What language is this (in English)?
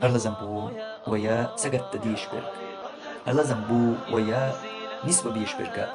Chechen